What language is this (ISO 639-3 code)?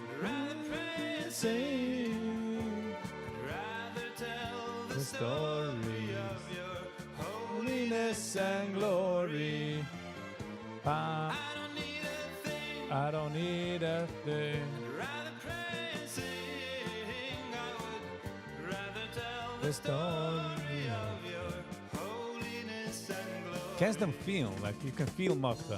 yid